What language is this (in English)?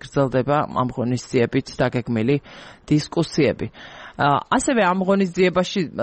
Georgian